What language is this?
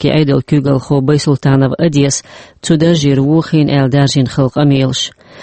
Chechen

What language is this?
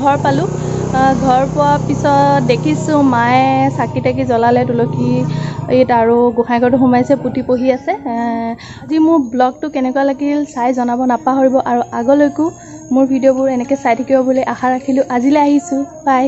Assamese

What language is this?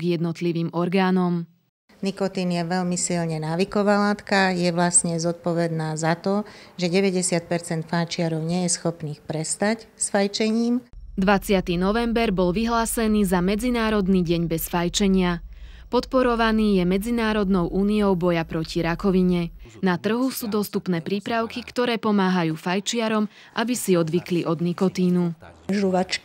Slovak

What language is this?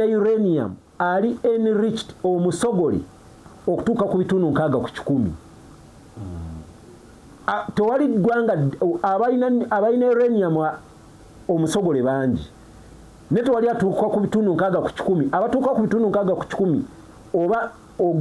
Ganda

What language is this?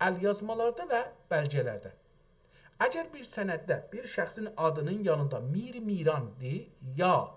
South Azerbaijani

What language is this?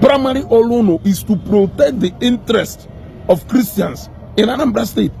Igbo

